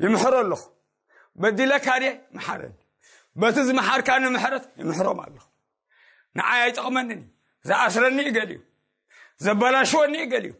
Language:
Tigrinya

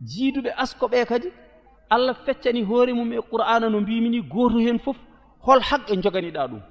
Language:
Fula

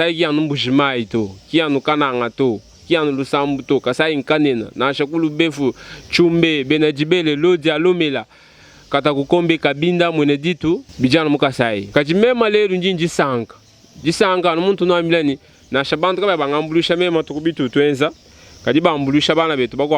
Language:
Luba-Lulua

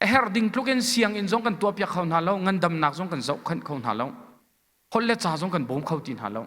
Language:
Hakha Chin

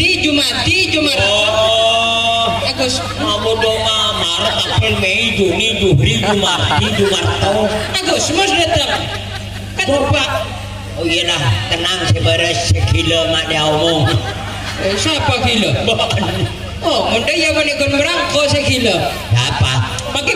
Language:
Madurese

